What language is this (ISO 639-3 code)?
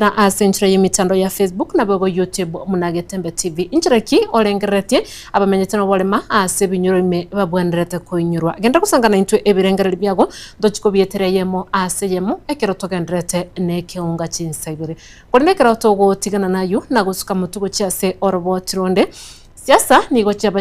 guz